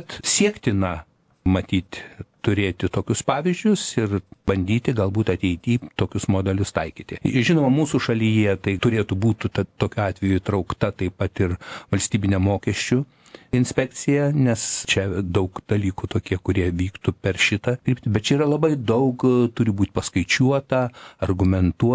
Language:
Lithuanian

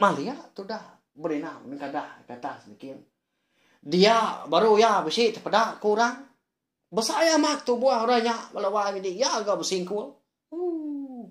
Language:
Iban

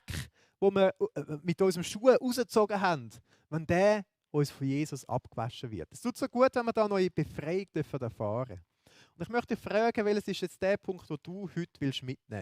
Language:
Swiss German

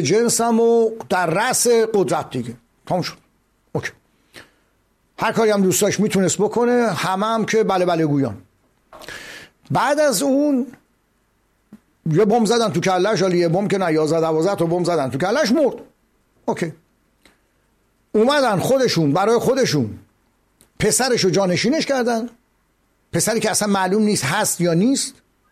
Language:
Persian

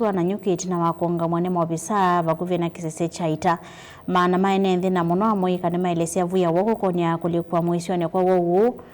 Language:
Kamba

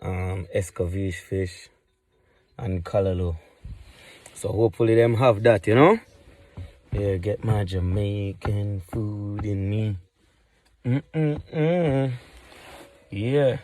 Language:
Jamaican Creole English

